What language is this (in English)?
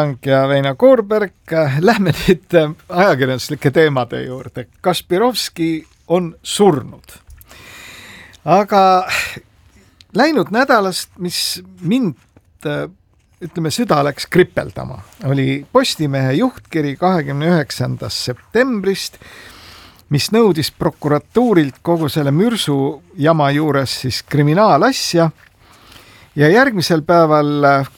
Estonian